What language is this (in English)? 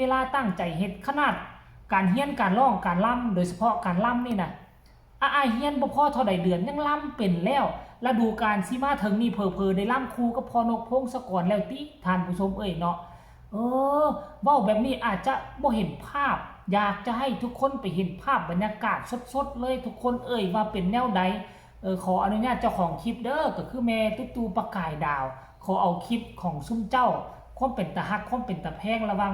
Northeastern Thai